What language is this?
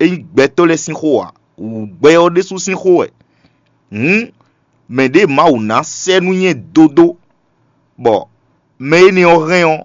Fon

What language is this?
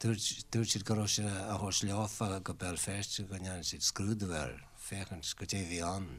Irish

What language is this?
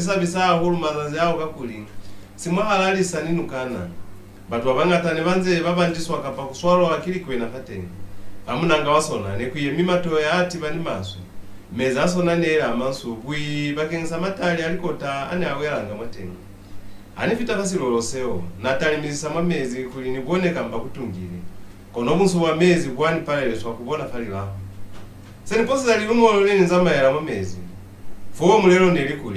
Lozi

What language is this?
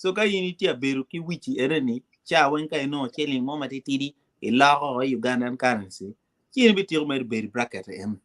Acoli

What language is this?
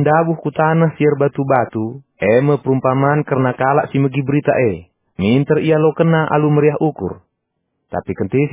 Batak Karo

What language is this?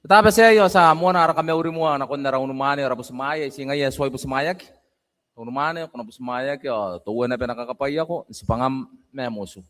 Gilbertese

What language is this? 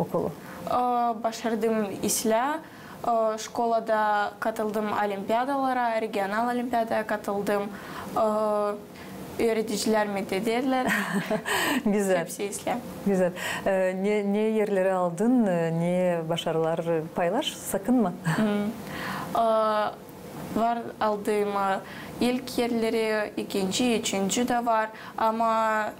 Gagauz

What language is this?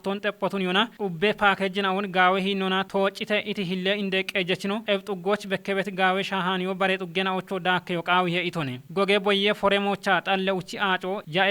Kafa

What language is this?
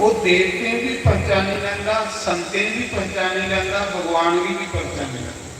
Dogri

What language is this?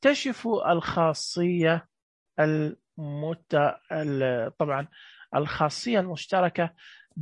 Najdi Arabic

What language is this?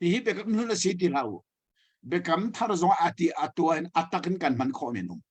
Hakha Chin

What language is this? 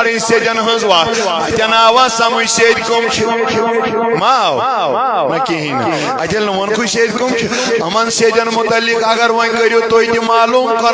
Kashmiri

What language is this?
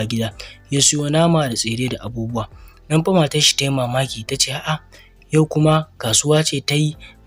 Hausa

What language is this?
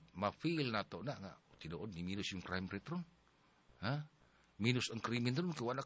Cebuano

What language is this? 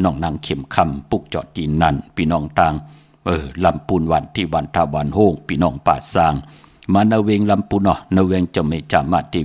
Shan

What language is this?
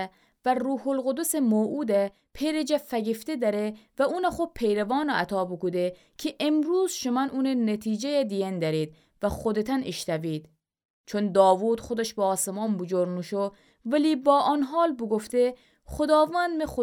Gilaki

